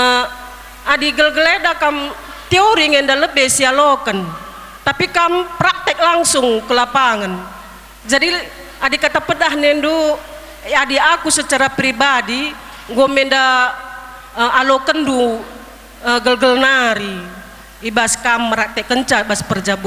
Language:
Batak Karo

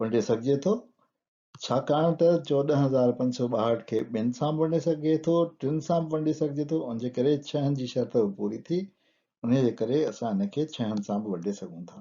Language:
Sindhi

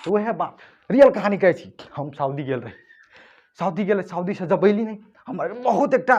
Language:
Maithili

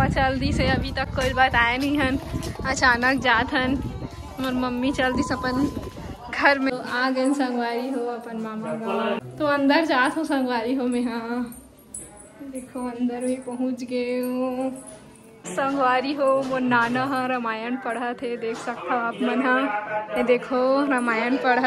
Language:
Chhattisgarhi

